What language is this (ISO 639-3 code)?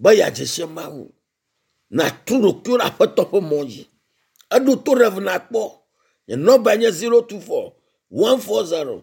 ewe